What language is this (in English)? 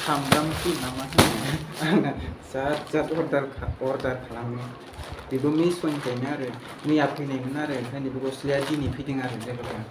Bodo